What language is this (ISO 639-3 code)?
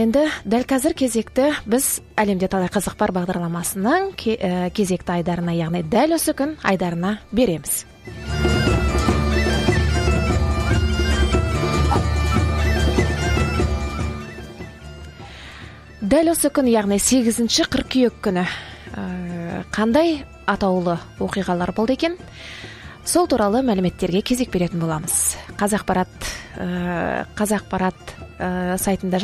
kaz